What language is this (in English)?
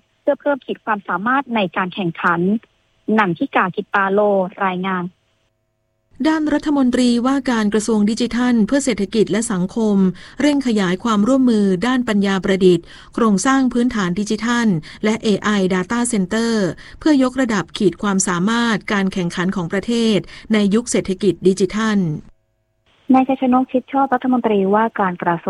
Thai